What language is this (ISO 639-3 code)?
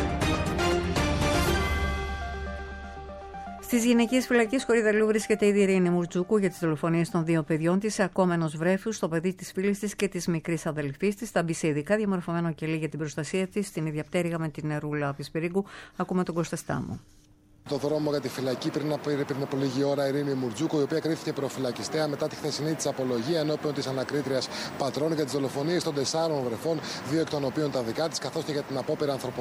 ell